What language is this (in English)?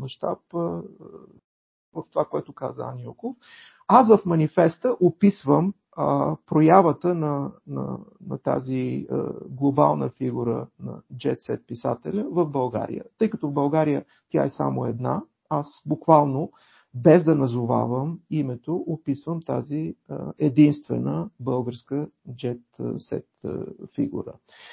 Bulgarian